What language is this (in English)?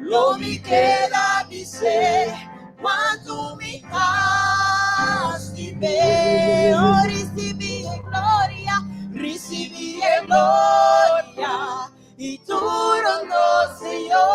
Papiamento